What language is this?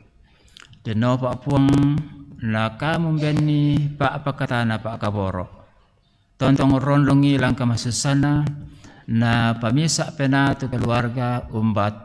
Toraja-Sa'dan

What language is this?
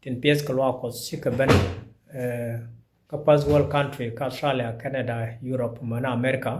Nuer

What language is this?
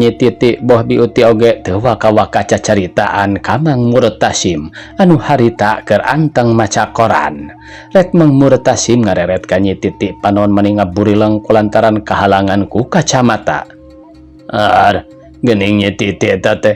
Sundanese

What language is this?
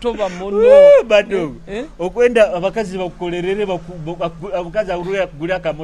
Nyoro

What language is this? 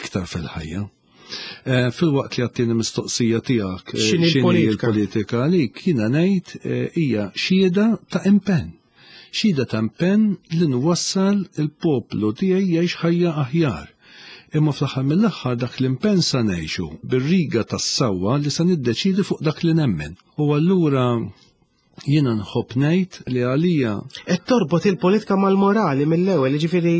Maltese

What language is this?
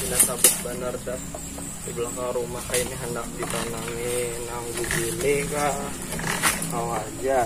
Banjar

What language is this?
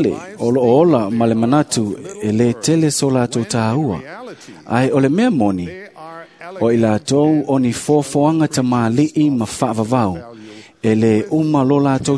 Samoan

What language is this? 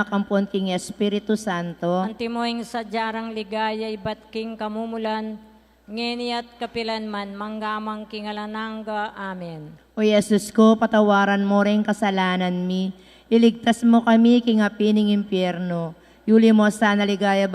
Pampanga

